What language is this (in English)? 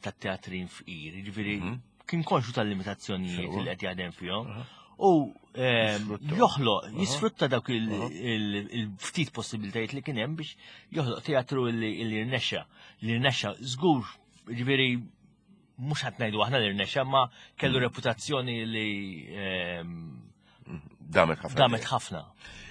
Maltese